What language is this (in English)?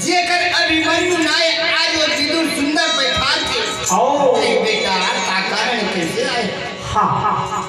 Chhattisgarhi